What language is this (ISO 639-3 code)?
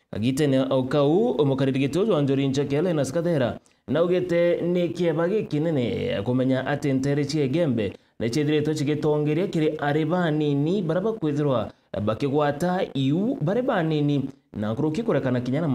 mer